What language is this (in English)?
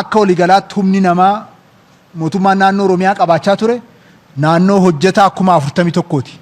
Oromo